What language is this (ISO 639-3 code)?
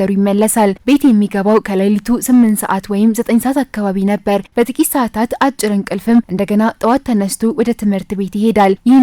amh